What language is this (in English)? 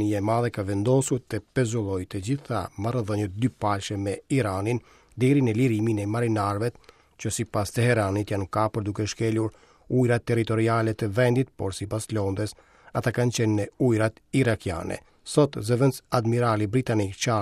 Albanian